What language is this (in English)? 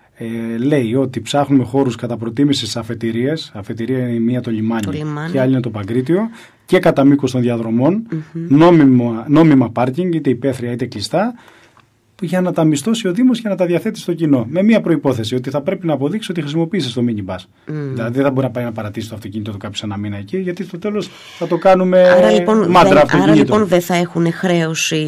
Greek